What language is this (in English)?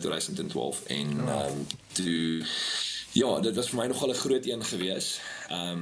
Afrikaans